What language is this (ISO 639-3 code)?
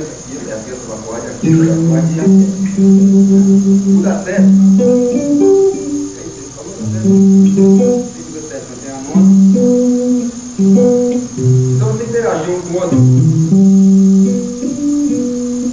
por